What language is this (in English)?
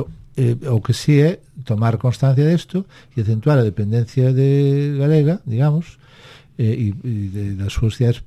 Galician